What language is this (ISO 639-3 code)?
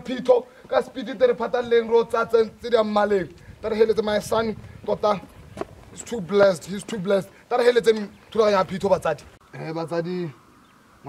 tsn